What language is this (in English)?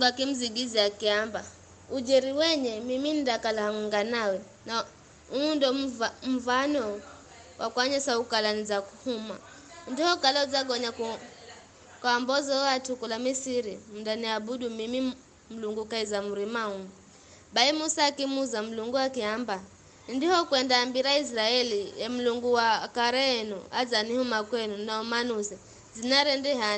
Giryama